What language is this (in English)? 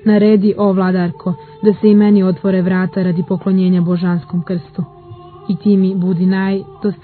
Serbian